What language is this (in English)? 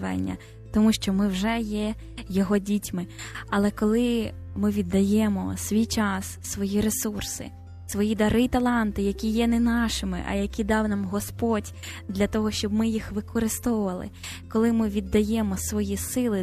Ukrainian